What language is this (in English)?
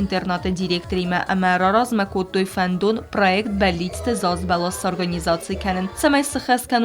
Ossetic